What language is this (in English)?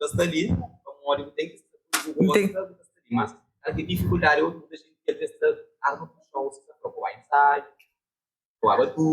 Kabuverdianu